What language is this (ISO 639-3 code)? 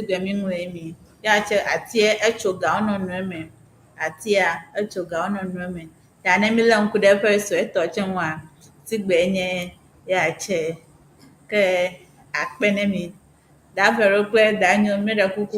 ewe